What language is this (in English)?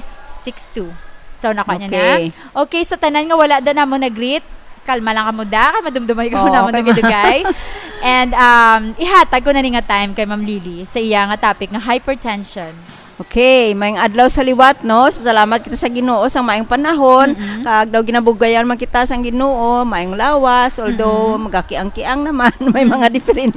Hiligaynon